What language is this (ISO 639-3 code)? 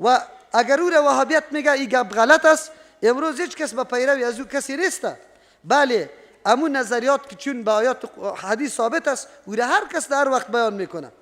fas